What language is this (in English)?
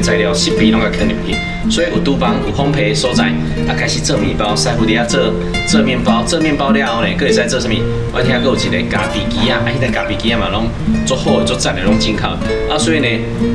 Min Nan Chinese